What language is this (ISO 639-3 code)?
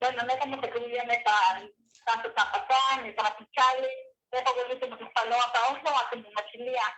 nhe